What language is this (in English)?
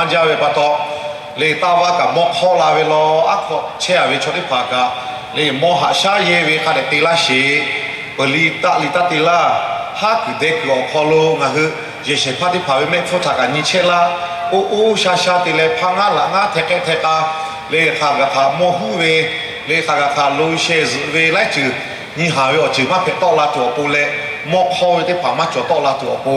Lahu